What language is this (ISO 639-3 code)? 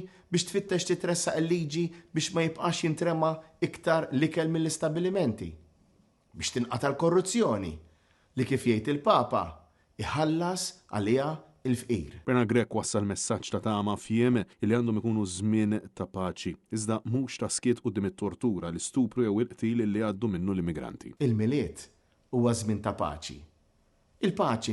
mlt